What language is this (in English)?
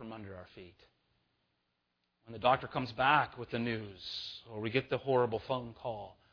English